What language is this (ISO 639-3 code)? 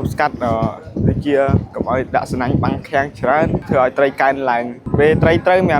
khm